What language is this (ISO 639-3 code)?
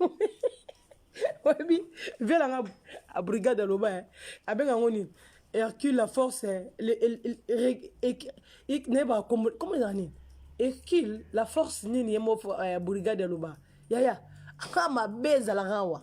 lin